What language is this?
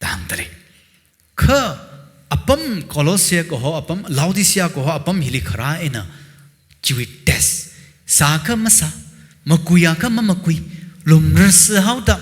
Tangkhul Naga (India)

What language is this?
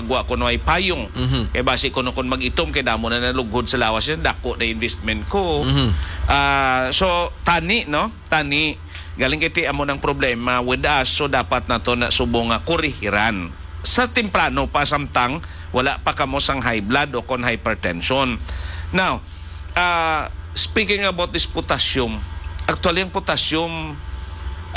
Hiligaynon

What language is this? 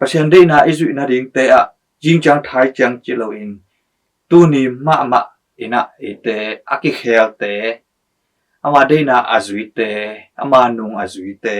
Tedim Chin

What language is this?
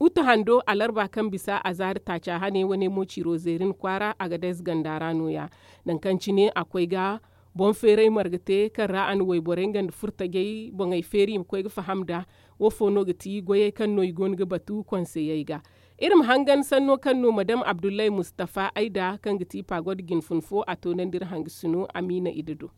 Zarma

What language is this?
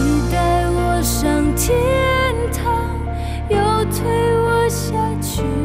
Chinese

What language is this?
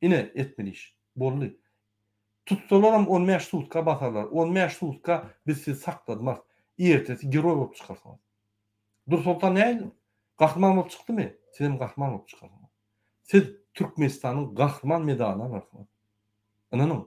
Turkmen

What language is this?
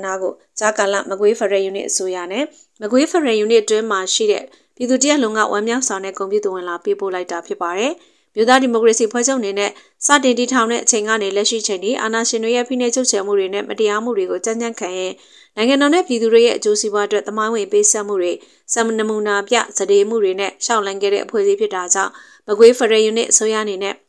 Burmese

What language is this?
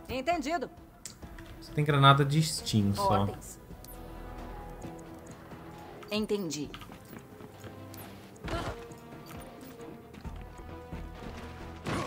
Portuguese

